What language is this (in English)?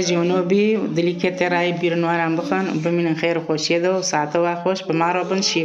Kurdish